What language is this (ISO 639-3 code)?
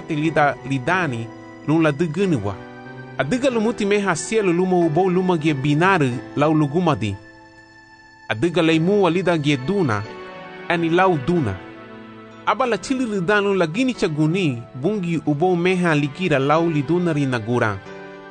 cab